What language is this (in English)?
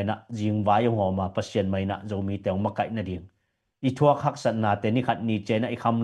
Tedim Chin